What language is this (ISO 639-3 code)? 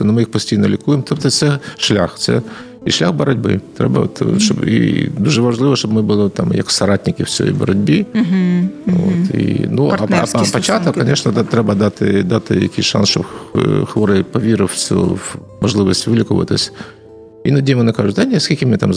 ukr